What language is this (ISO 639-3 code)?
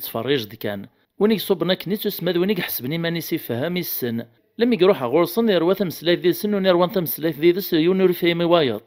kab